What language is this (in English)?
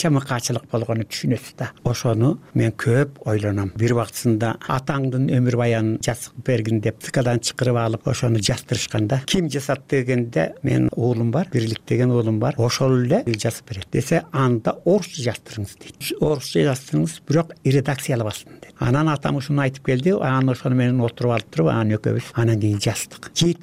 Kyrgyz